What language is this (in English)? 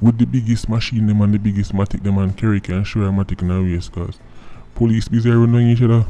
Jamaican Creole English